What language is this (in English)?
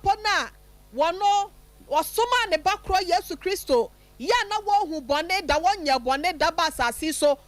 Akan